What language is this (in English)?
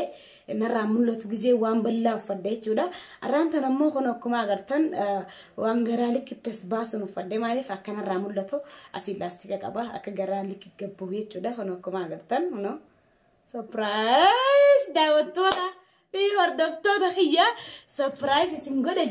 Oromo